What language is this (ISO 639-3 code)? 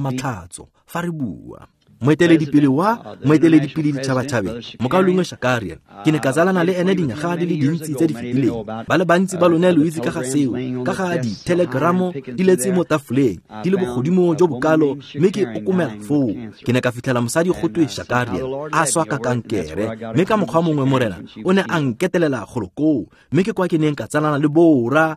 tsn